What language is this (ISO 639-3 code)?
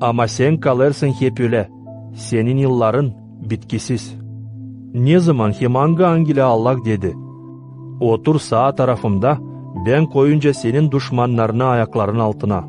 gag